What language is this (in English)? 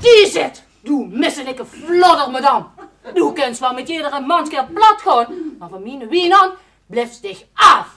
Limburgish